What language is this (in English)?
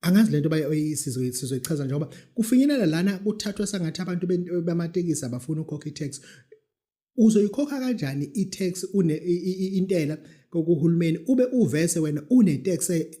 Zulu